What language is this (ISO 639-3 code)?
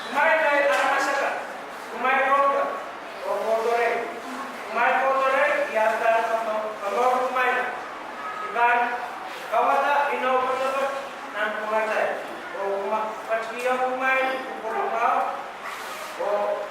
pon